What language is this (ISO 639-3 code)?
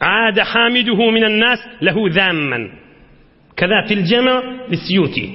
tuk